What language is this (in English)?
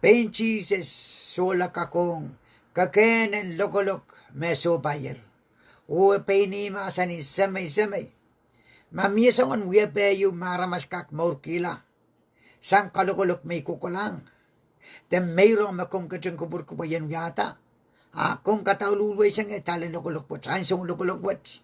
Pohnpeian